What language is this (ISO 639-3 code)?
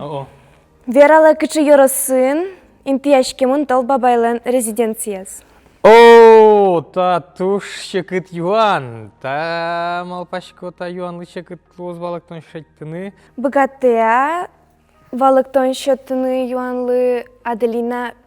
udm